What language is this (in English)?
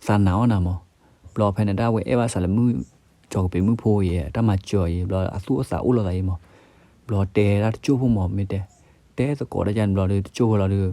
S'gaw Karen